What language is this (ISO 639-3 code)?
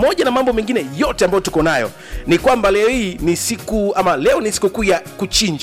swa